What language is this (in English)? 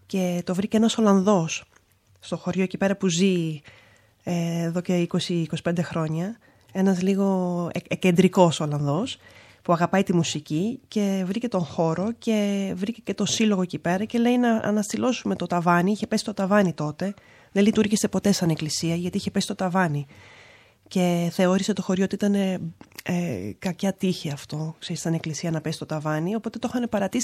Greek